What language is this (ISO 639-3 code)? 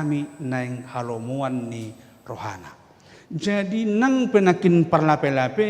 bbc